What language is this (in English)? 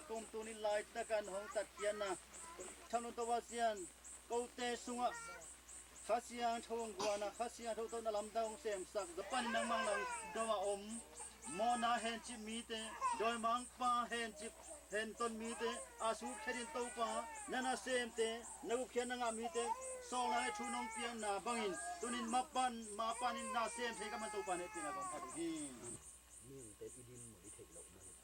Tedim Chin